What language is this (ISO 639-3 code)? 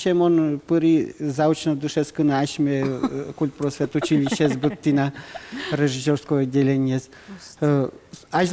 udm